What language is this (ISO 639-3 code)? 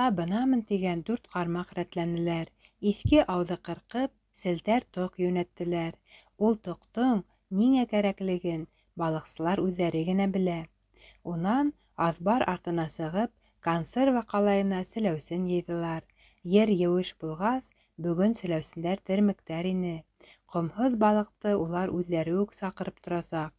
bak